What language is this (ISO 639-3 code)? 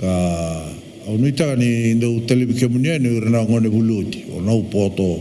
fij